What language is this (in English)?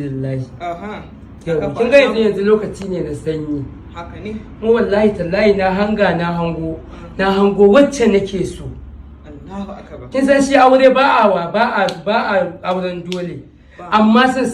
Hausa